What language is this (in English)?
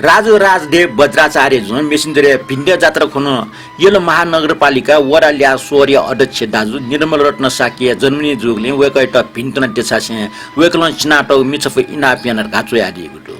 Newari